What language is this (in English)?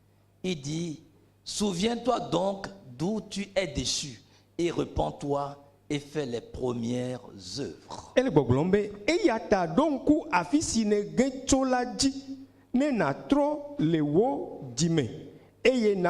Ewe